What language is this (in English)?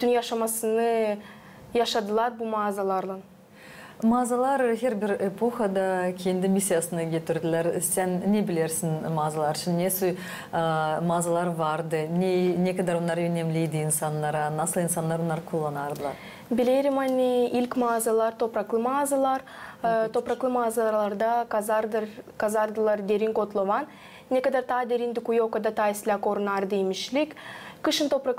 Gagauz